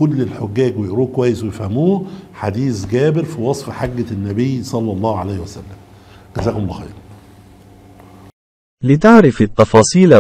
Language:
Egyptian Arabic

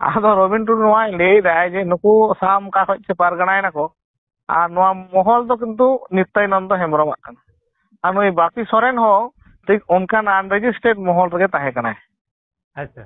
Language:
Santali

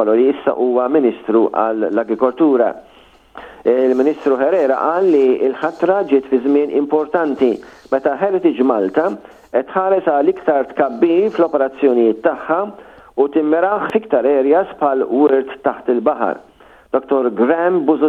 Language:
Maltese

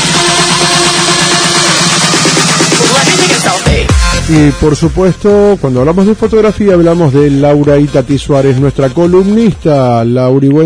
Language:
Spanish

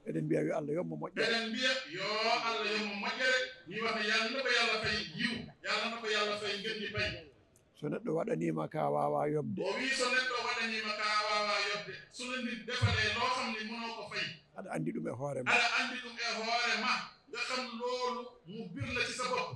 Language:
Fula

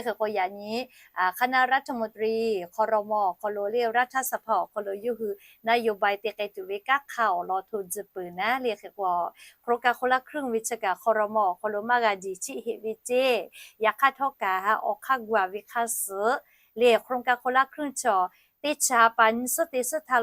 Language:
Lahu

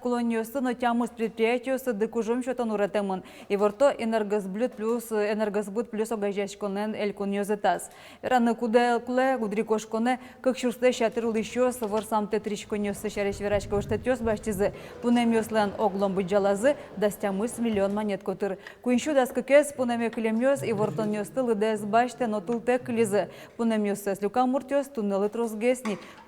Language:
Udmurt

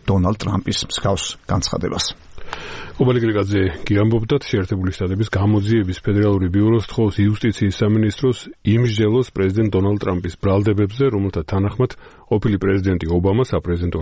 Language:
Georgian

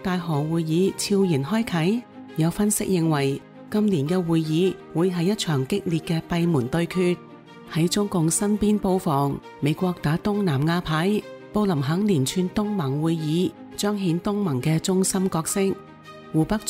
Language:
Cantonese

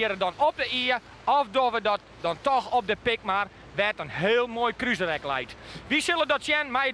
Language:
Western Frisian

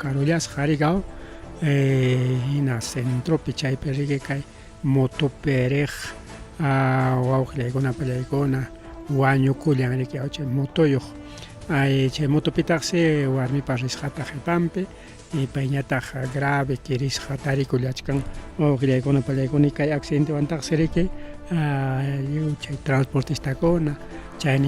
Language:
Ayacucho Quechua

